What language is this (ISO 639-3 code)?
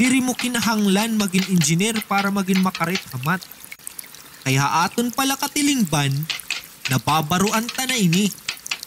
war